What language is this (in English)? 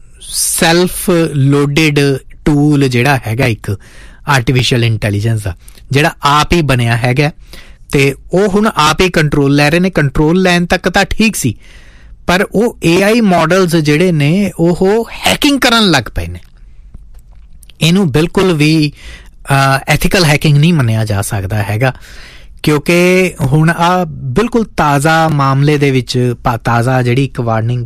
Punjabi